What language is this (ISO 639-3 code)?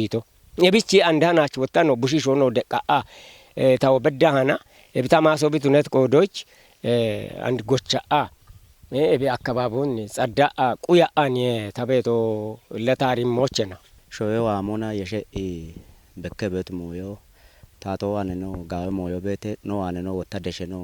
kbr